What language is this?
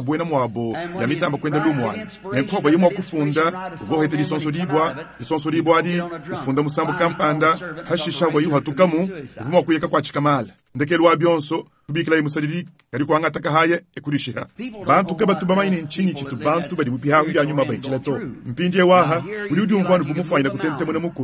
Luba-Lulua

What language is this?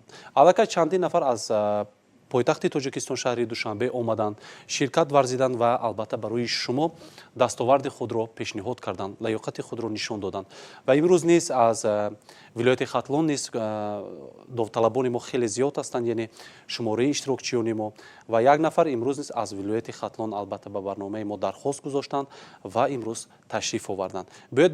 Tajik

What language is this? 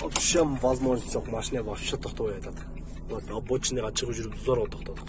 Kyrgyz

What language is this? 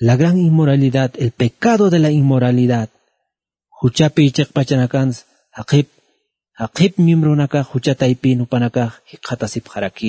Aymara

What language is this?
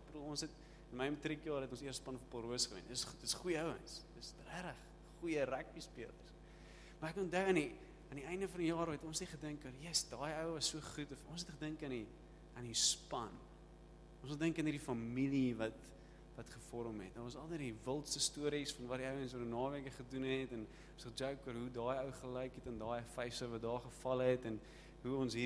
Afrikaans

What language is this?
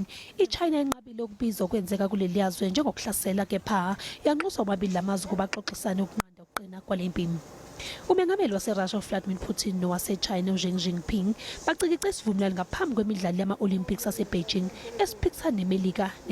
Zulu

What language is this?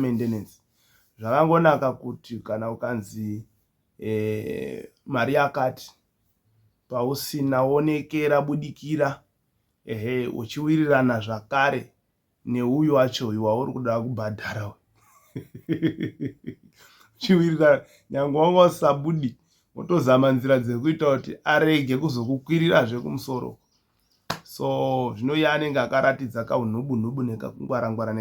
Shona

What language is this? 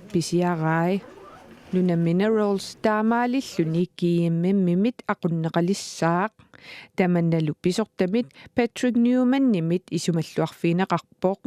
Kalaallisut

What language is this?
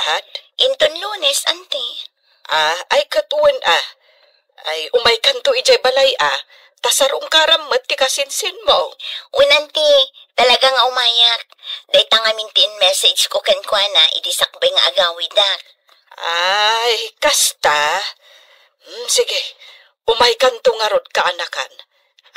Iloko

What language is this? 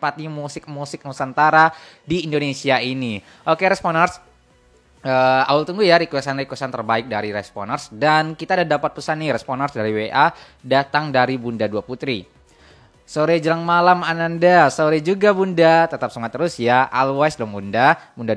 Indonesian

